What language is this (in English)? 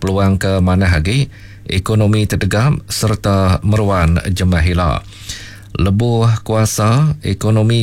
Iban